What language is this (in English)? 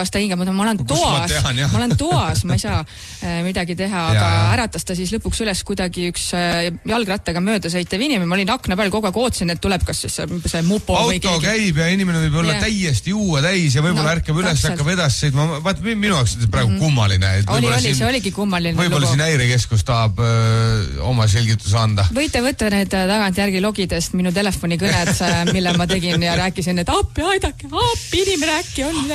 Estonian